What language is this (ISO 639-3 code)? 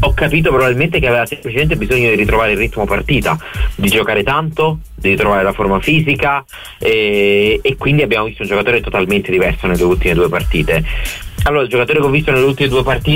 ita